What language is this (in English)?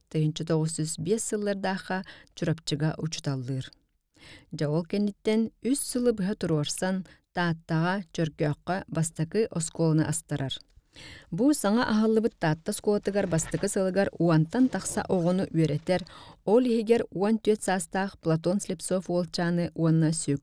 Yakut